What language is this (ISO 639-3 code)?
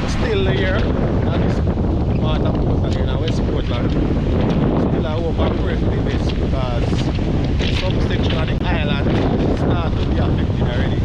jam